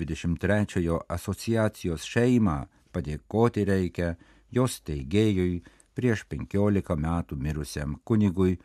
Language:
Lithuanian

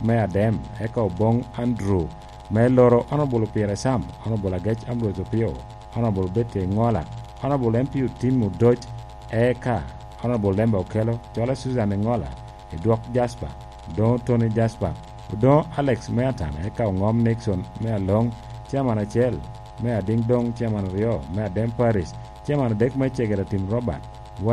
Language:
Lango (Uganda)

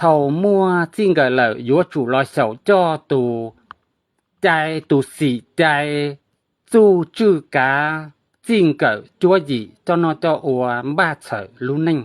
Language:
Hmong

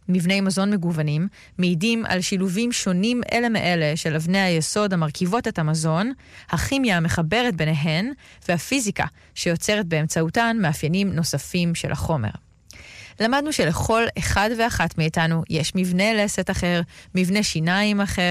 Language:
Hebrew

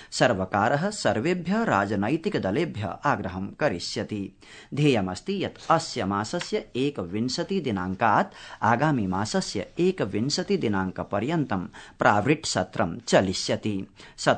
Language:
Sanskrit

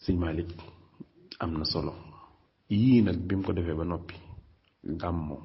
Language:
Wolof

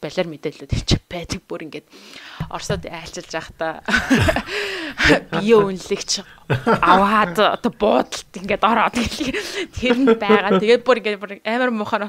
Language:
Mongolian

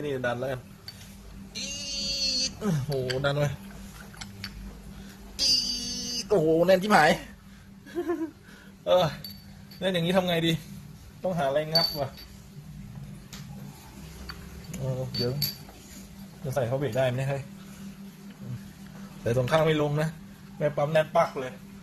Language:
Thai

